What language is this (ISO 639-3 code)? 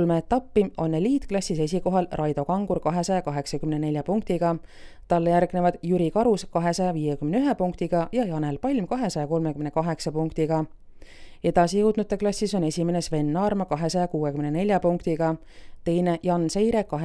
est